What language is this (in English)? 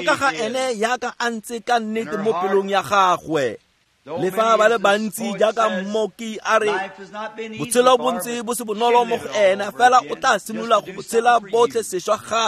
Tswana